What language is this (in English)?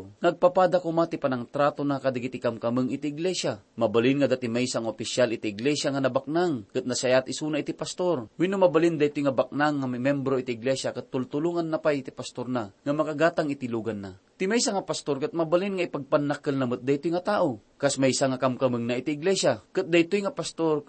Iloko